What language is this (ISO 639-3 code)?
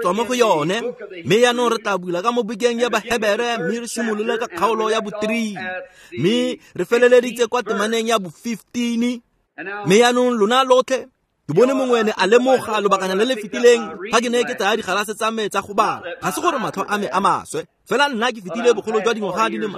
tsn